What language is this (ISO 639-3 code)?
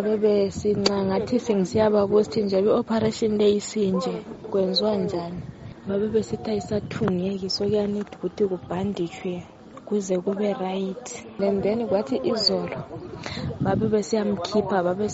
nde